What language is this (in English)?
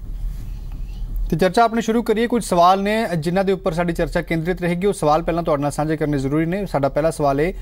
Punjabi